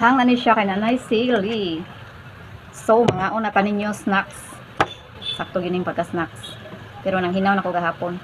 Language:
Cebuano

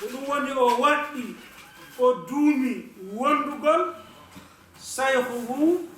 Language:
Fula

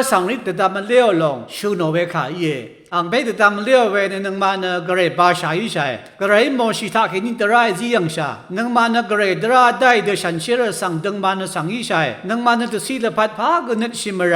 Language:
Rawang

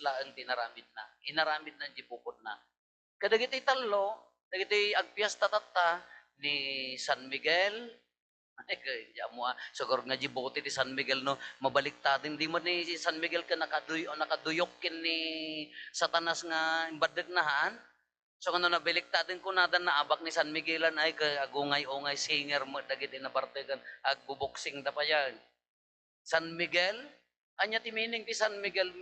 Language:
Iloko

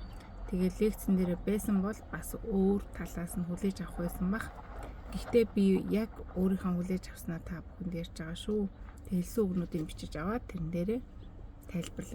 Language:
Mongolian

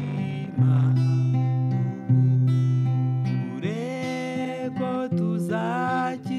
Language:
Kinyarwanda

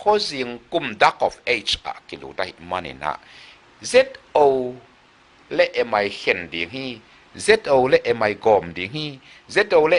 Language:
Tedim Chin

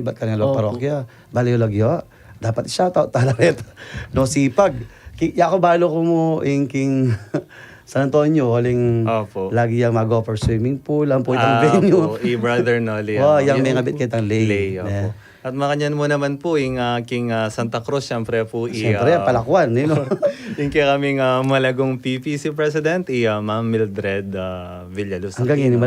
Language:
Pampanga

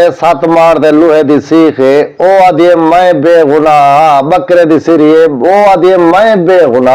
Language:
Saraiki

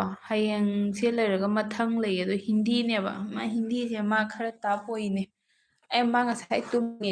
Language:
Manipuri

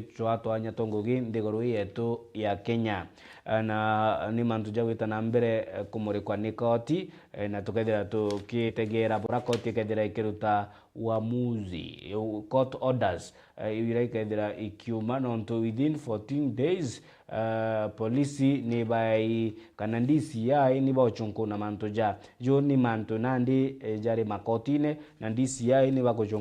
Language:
Meru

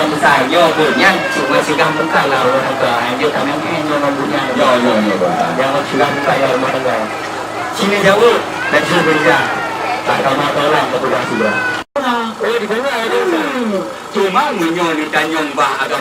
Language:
Achinese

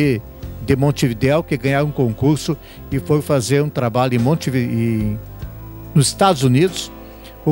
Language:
Portuguese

